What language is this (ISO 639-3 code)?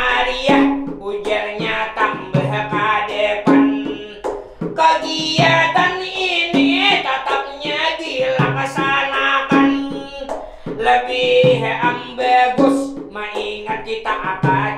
bjn